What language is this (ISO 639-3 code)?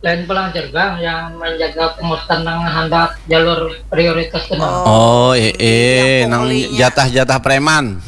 bjn